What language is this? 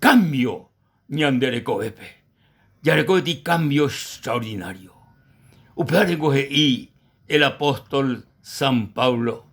Guarani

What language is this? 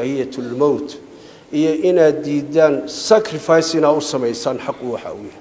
Somali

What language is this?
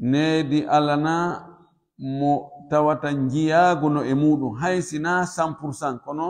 Pular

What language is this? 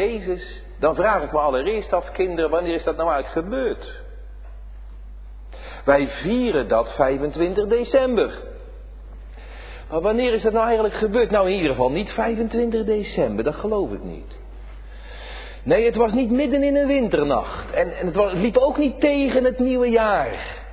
Dutch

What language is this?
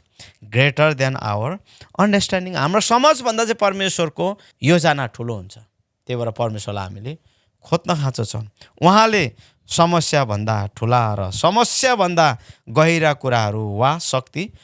Nepali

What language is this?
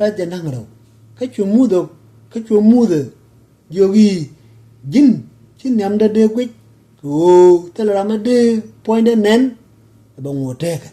Nuer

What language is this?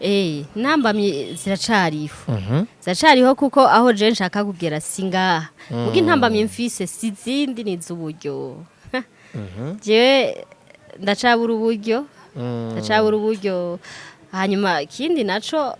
Rundi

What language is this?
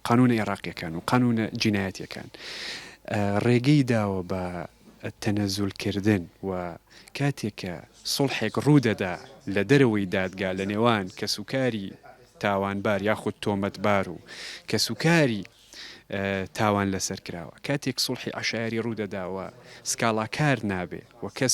Central Kurdish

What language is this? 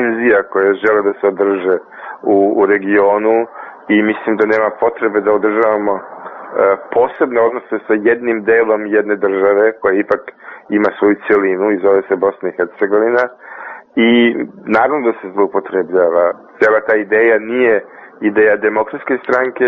Serbian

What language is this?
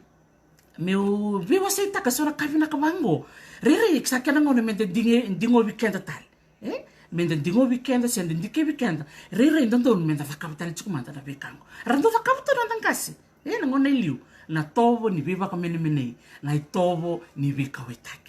Fijian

